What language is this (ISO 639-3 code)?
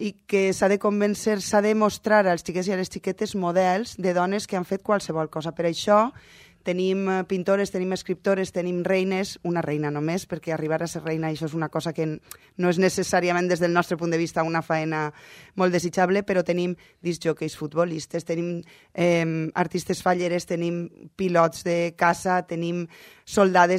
cat